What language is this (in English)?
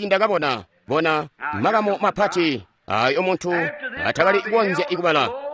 Tonga (Zambia)